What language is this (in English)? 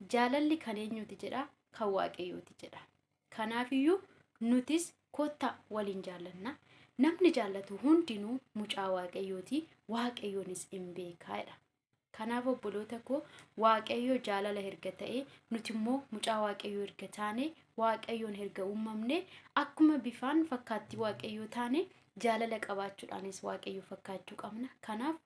Oromo